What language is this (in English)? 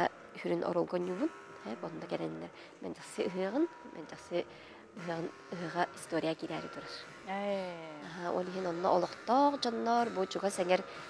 Yakut